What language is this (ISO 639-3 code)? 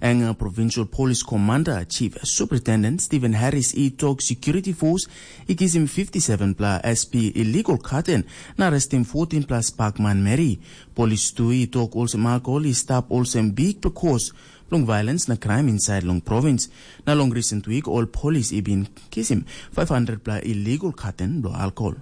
tpi